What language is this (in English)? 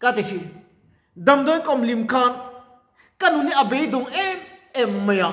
Mizo